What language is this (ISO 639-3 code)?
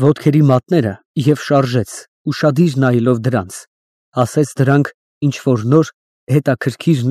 hye